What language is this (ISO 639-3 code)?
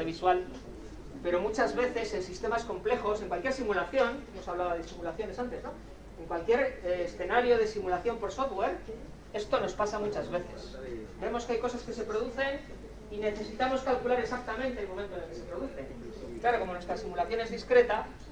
spa